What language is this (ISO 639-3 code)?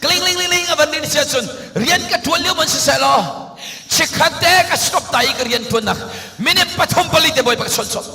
cnh